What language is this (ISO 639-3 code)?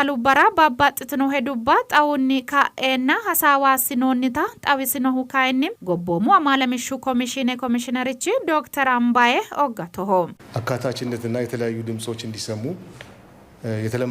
sid